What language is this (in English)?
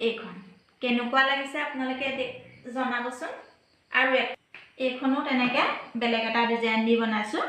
Assamese